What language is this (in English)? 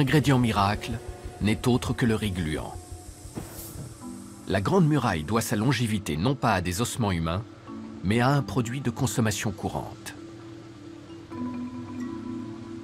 French